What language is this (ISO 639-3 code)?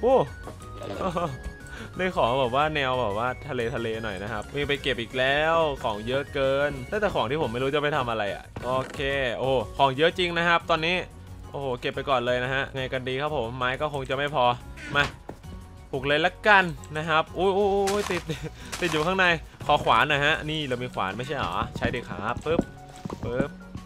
tha